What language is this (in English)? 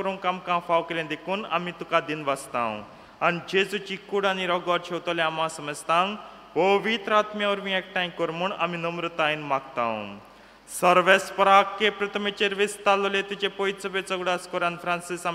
Konkani